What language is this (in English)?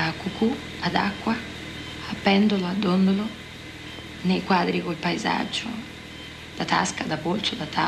Italian